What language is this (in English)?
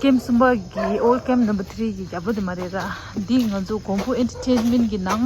Tibetan